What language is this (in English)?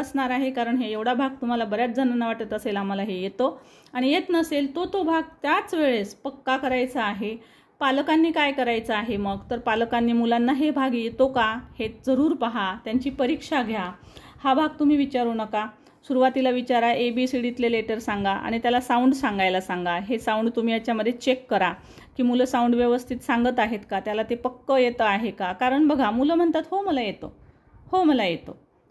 Marathi